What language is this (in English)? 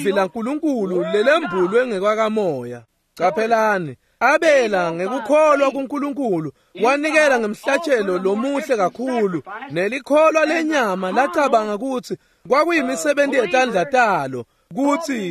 Swati